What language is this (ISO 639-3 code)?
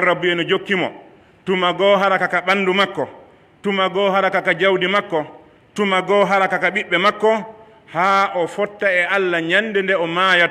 fuf